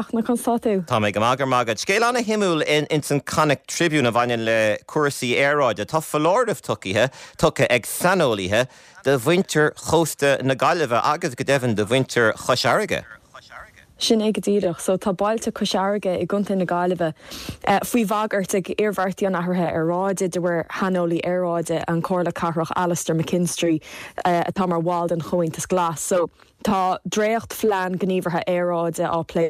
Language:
Irish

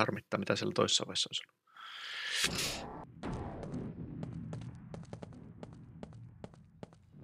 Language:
Finnish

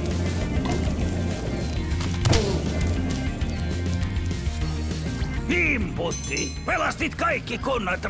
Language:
Finnish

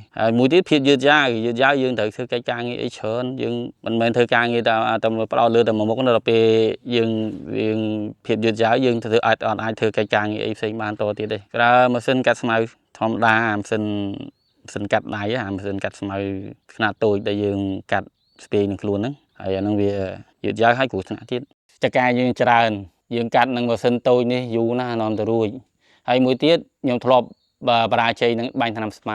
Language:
Khmer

